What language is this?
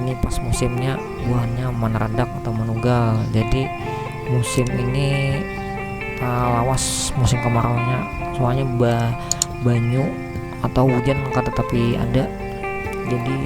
Banjar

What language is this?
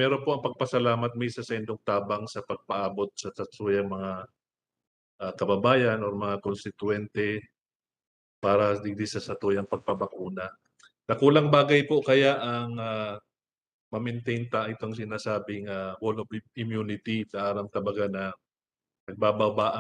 Bikol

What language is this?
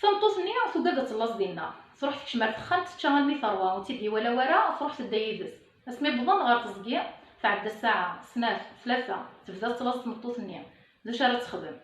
Kabyle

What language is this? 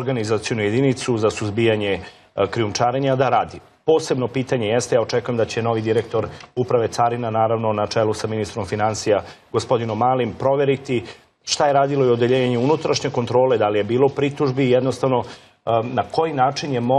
Serbian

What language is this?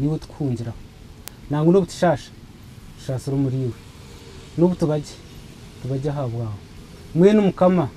Nyankole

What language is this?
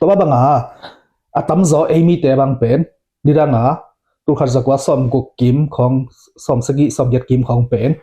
Tedim Chin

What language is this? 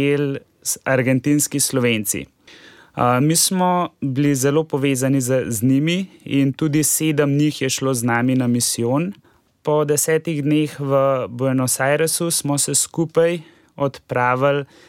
Slovenian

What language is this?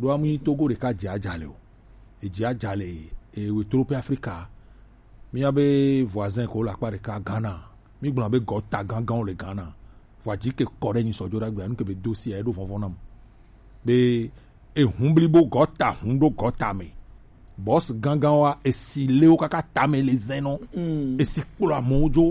Gen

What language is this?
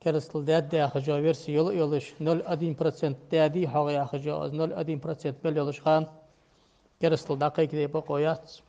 Ingush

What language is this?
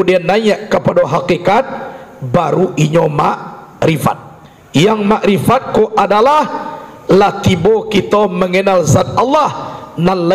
Minangkabau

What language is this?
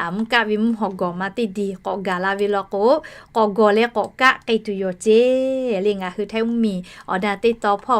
Lahu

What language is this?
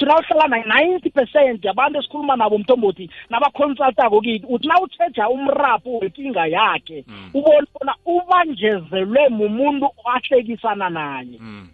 South Ndebele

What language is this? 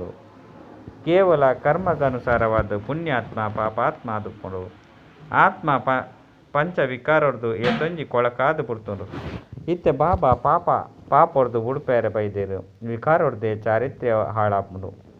Tulu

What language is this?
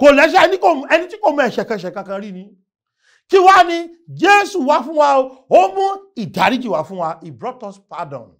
Yoruba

